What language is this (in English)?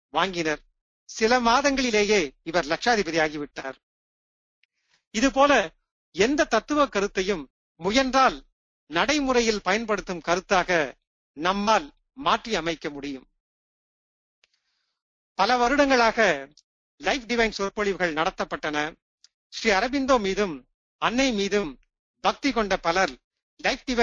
Tamil